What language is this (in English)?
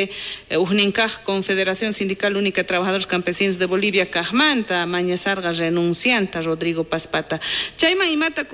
South Bolivian Quechua